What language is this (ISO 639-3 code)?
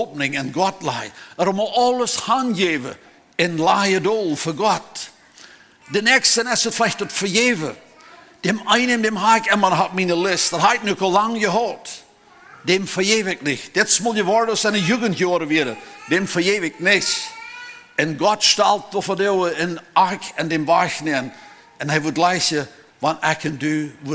pdt